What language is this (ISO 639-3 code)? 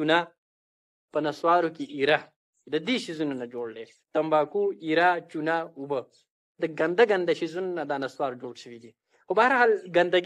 pus